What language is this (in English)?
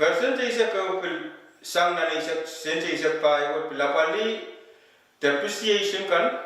Pohnpeian